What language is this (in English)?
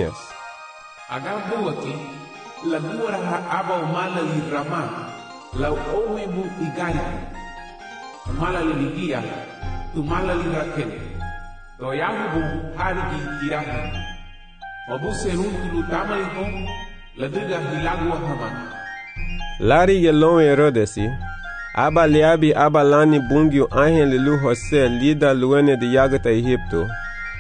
Garifuna